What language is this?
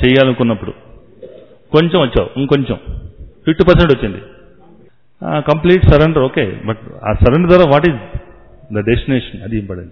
Telugu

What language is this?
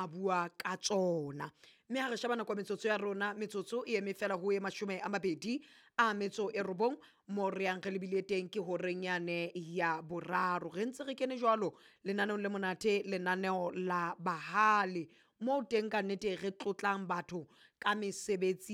Southern Sotho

